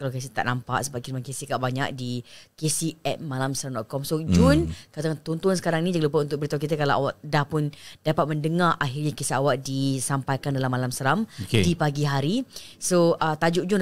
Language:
Malay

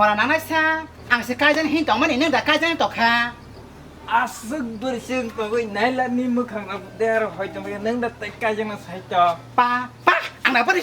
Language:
Kok Borok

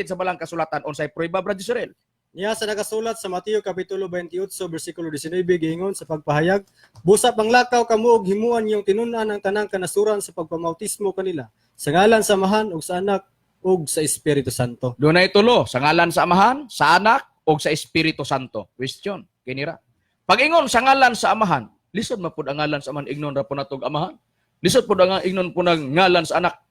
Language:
Cebuano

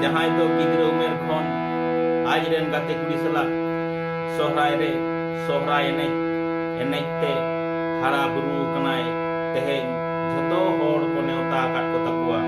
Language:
Santali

